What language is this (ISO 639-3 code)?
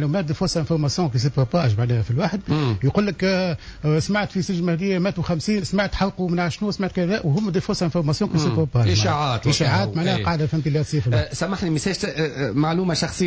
aeb